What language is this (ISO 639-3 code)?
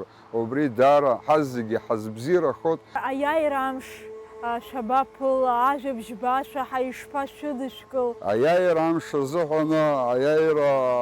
abk